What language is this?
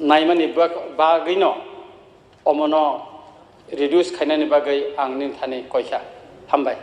Kok Borok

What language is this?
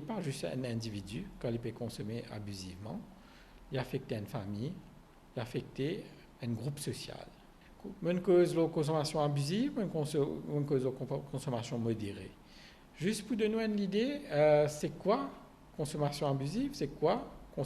Morisyen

